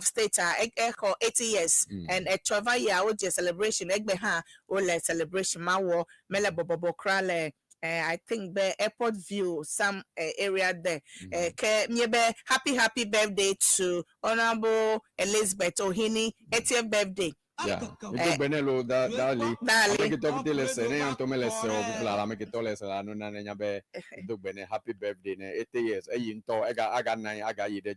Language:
Ewe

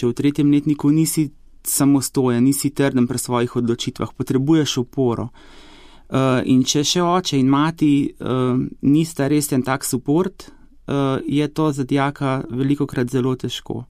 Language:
Slovenian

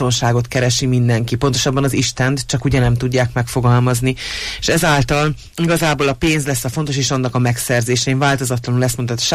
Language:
Hungarian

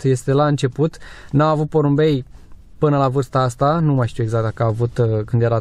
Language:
Romanian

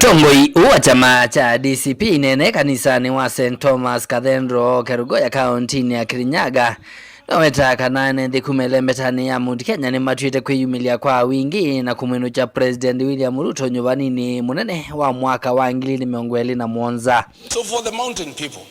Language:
Kamba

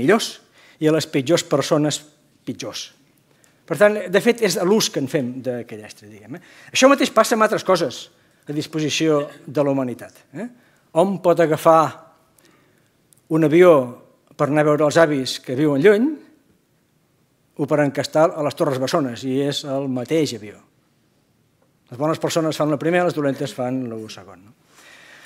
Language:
Catalan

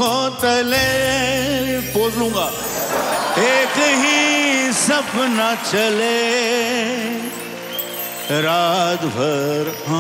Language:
Hindi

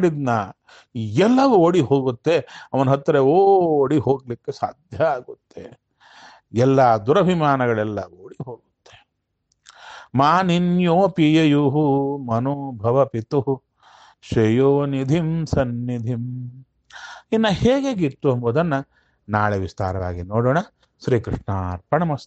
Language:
Kannada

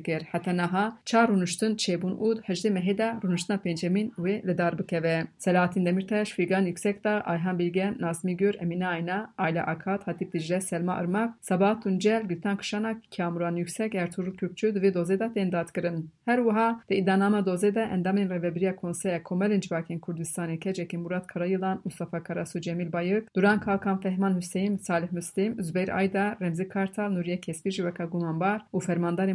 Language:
Kurdish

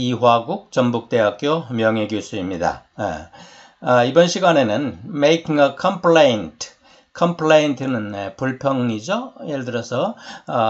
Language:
Korean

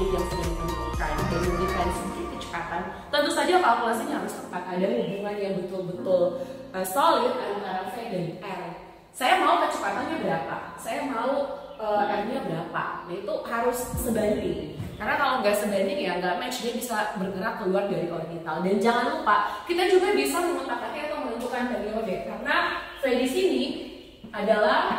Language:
Indonesian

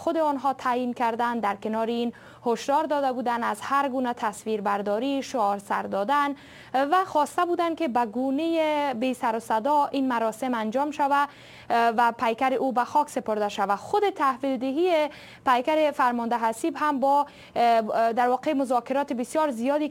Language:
Persian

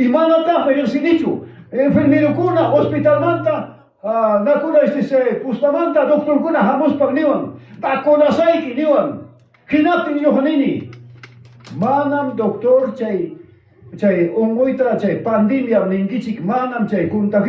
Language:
Ayacucho Quechua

